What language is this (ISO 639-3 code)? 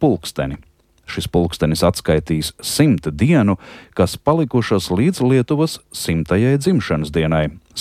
lav